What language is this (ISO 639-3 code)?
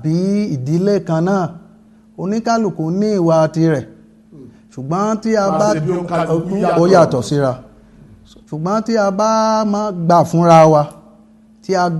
yor